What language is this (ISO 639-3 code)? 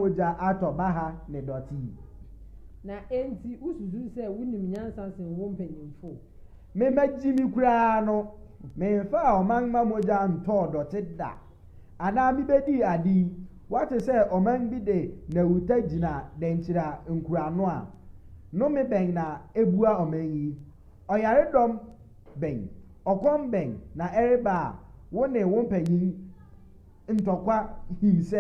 aka